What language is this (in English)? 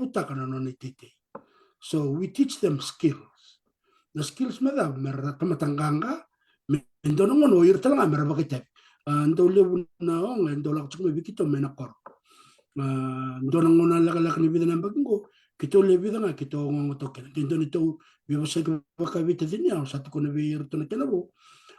Fijian